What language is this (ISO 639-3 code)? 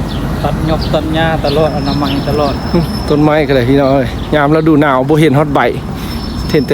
lao